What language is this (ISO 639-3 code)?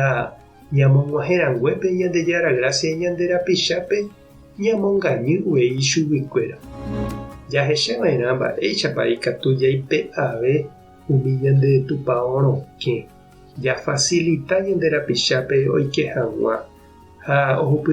grn